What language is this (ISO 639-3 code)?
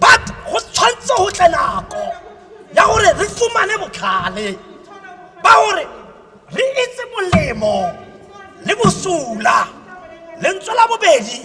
tsn